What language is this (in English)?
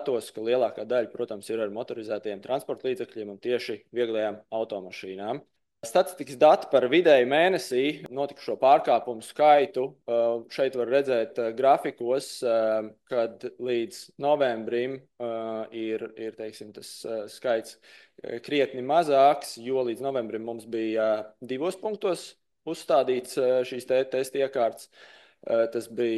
Latvian